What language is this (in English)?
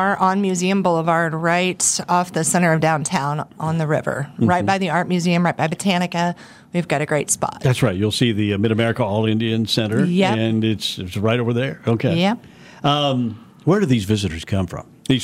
English